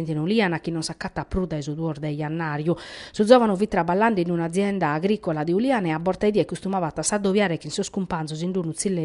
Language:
Sardinian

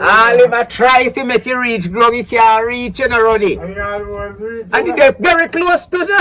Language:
Jamaican Creole English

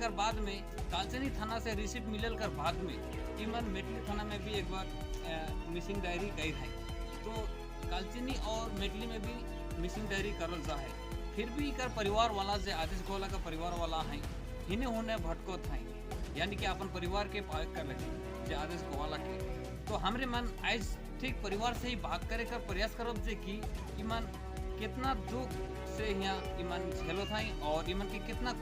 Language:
Sadri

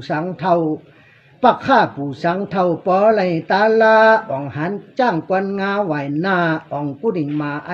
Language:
Shan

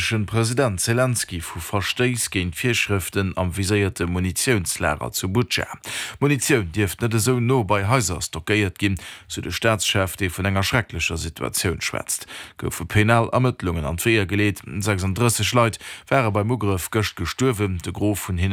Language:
Luxembourgish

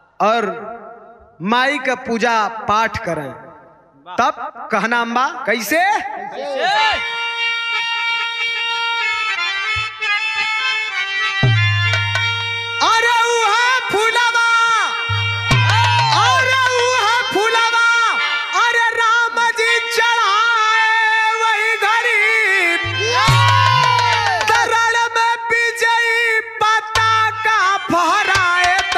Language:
Bhojpuri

